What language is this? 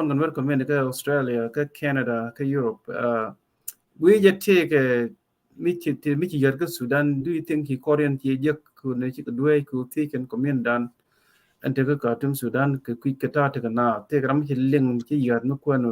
Nuer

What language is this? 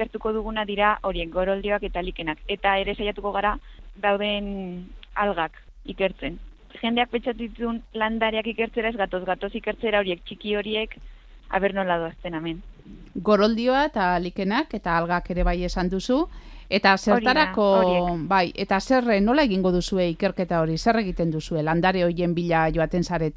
Basque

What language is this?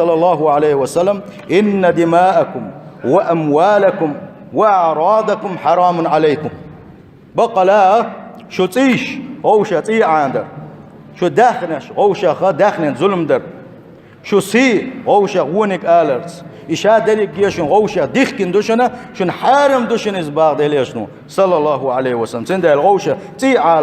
Chechen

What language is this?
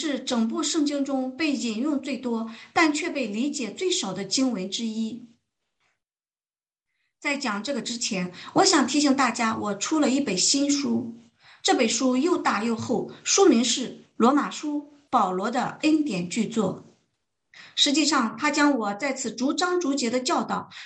Chinese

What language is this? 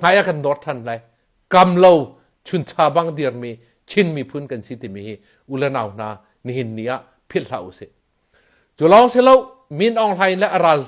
Hakha Chin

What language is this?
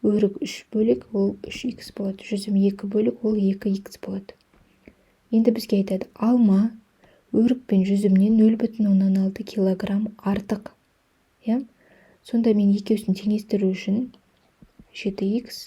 Kazakh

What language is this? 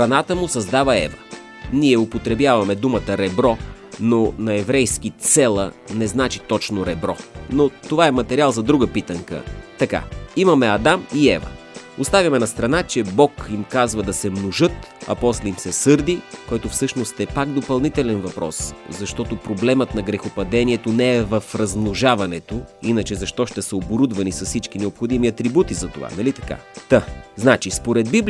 Bulgarian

